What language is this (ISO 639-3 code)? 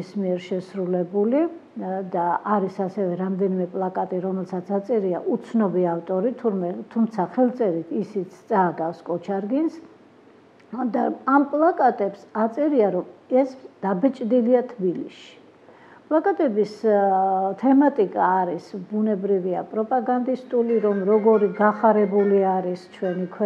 kat